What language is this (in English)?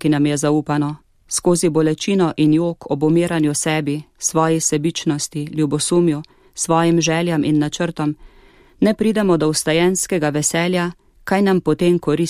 Slovenian